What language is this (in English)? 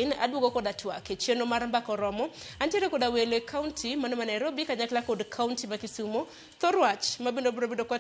Luo (Kenya and Tanzania)